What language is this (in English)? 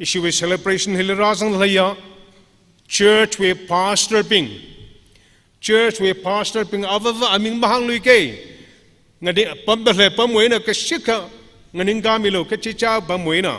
Tangkhul Naga (India)